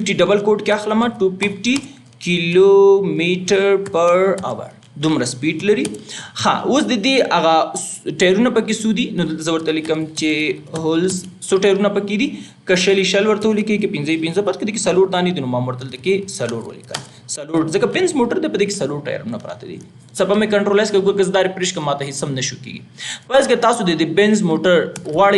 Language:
Pashto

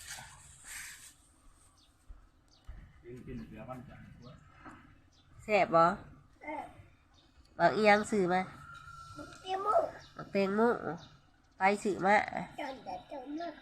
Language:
Lao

